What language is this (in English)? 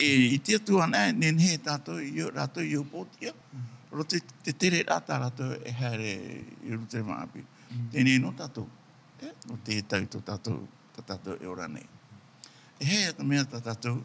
Tahitian